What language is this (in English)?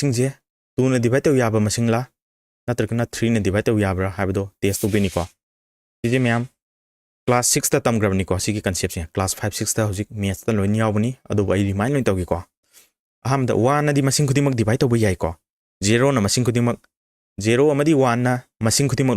Manipuri